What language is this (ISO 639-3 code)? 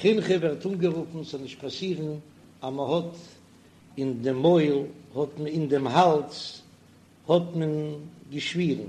yid